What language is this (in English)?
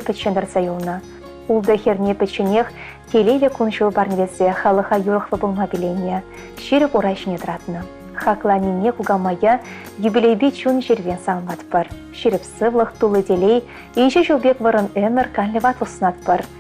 Chuvash